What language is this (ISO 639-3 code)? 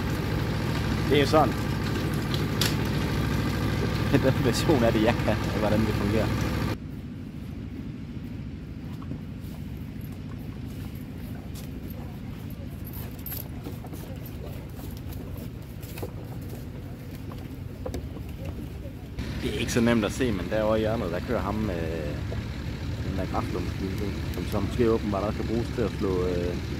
dan